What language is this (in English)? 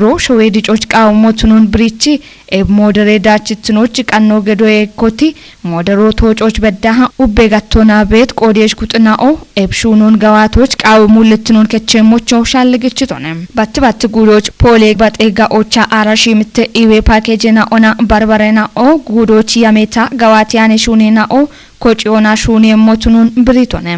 Kafa